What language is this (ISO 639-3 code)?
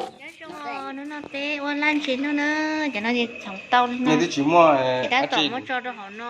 hmn